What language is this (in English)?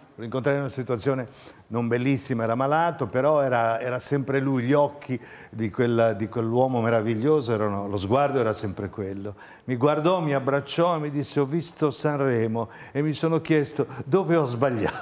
Italian